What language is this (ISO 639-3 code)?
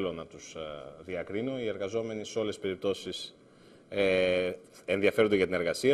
ell